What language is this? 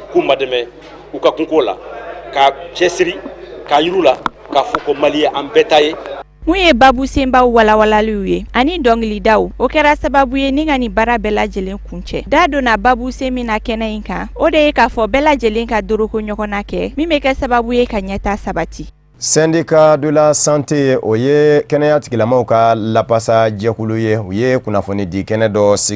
Bambara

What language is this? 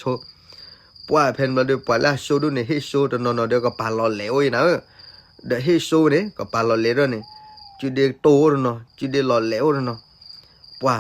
S'gaw Karen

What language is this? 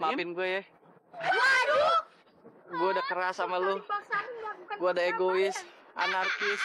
Betawi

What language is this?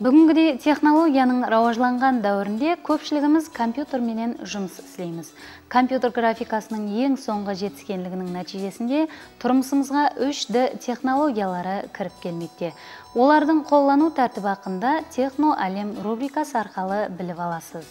Kara-Kalpak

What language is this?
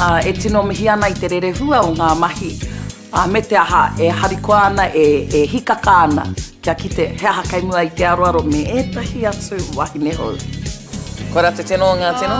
Māori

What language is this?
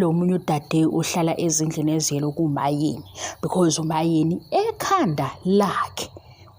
Zulu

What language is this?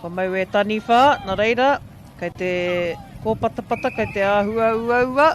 Māori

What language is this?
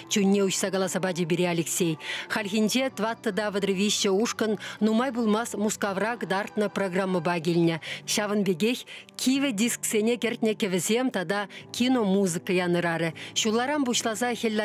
Chuvash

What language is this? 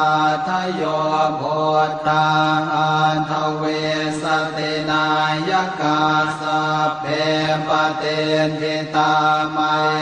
Pali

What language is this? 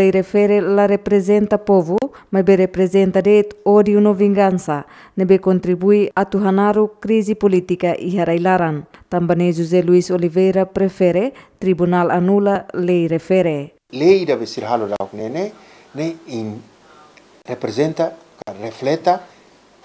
Tetum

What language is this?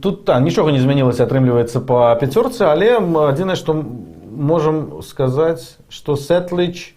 Belarusian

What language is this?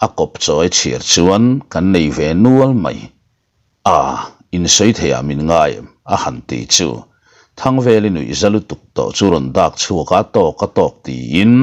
Mizo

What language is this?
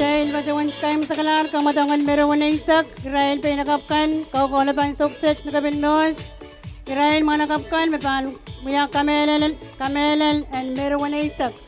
Pohnpeian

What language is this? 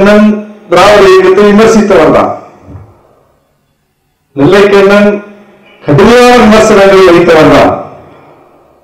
Tamil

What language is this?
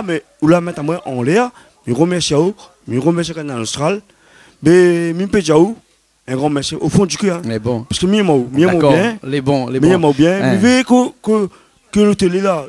Réunion Creole French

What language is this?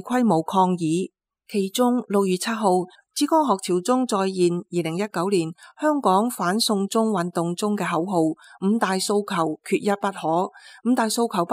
Cantonese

